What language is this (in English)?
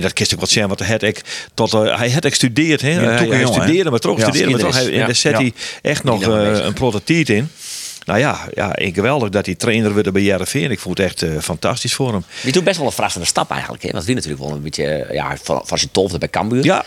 Western Frisian